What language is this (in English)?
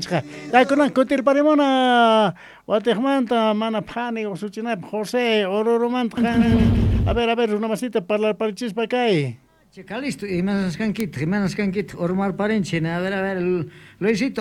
South Bolivian Quechua